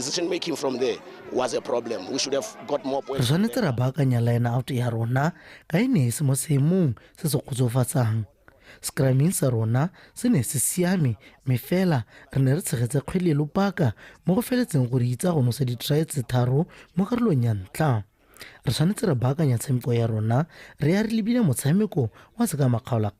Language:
Tswana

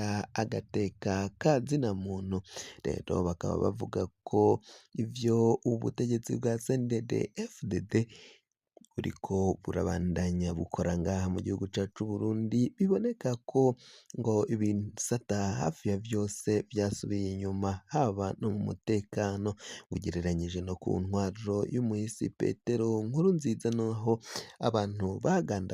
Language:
Rundi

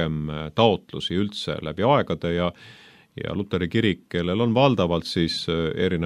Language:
Estonian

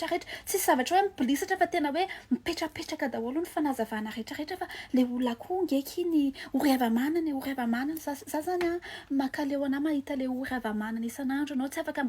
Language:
Malagasy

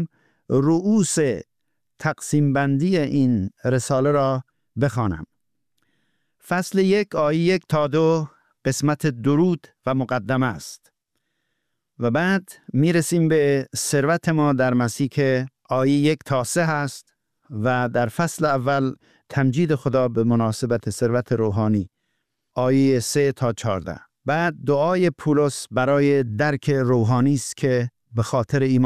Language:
Persian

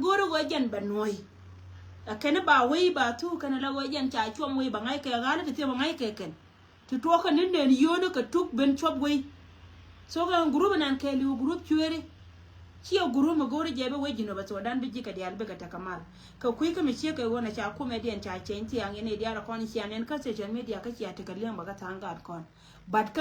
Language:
Nuer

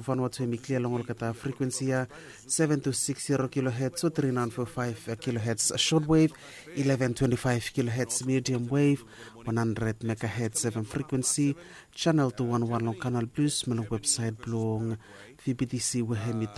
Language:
Bislama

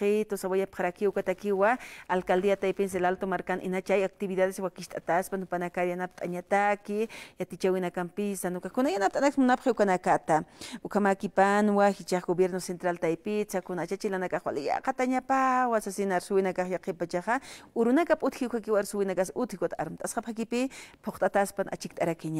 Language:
Aymara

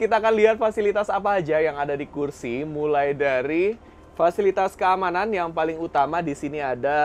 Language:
Indonesian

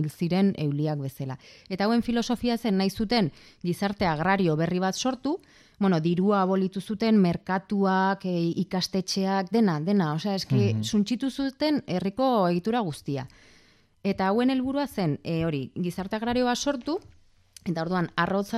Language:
Basque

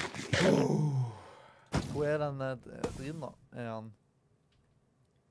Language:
Norwegian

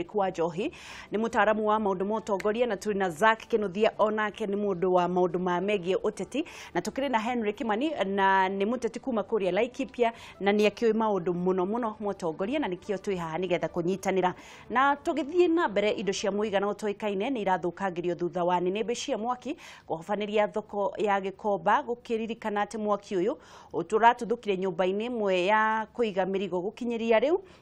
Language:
Kikuyu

